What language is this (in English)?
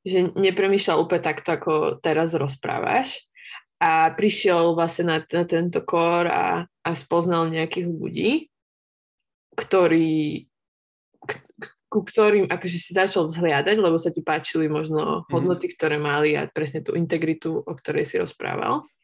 Slovak